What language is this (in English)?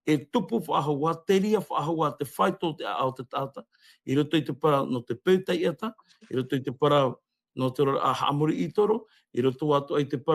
Tahitian